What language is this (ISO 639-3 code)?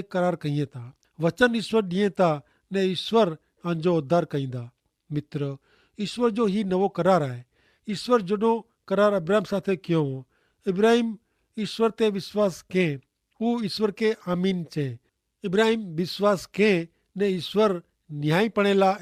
kfr